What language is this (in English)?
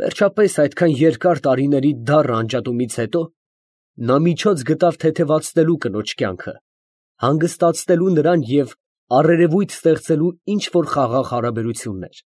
Armenian